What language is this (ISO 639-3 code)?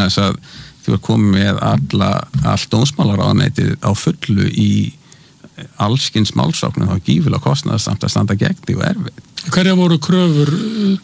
isl